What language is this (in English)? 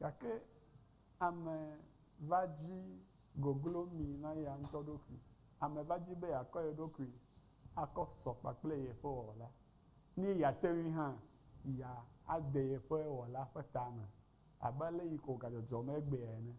Ewe